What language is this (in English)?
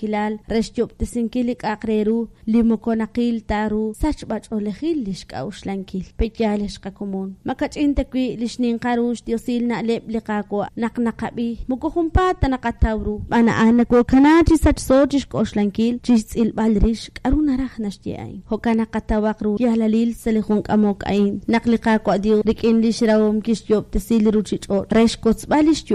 Kekchí